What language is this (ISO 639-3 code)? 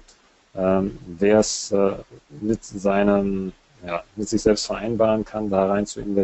deu